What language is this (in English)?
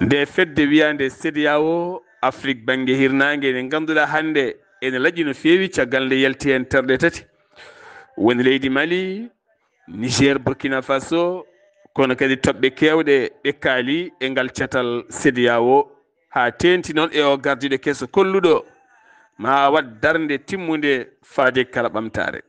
Fula